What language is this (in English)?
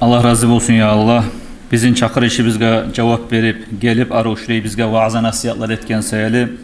Kumyk